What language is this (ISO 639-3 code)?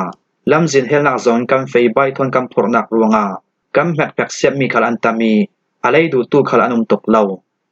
cfm